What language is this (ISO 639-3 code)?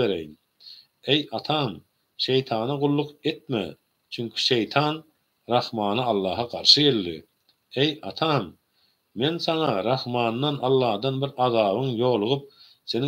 tuk